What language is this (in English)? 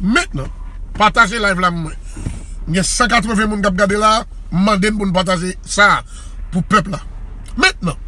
Haitian Creole